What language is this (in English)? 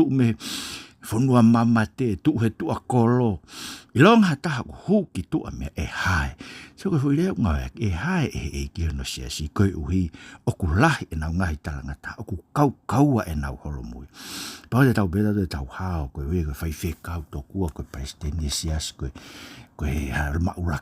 Tongan